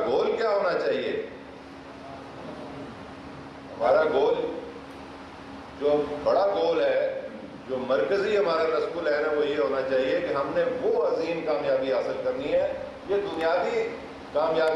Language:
Urdu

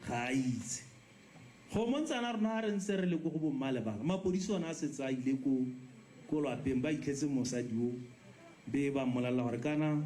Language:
Tswana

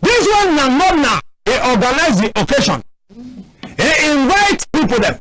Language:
Cameroon Pidgin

